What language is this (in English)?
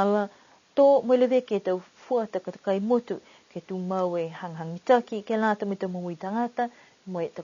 Niuean